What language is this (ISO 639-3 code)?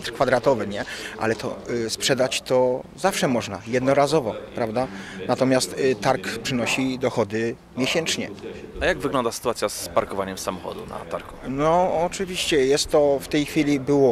pol